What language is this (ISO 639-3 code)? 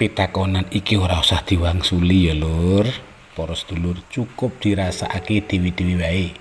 jav